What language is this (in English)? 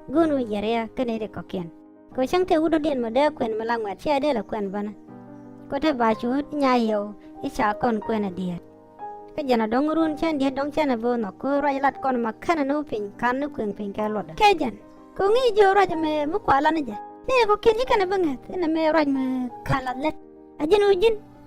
Nuer